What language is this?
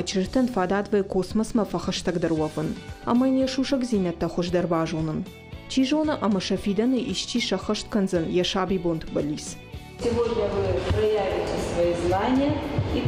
Ossetic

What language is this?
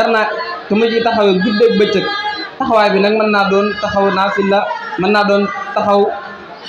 Wolof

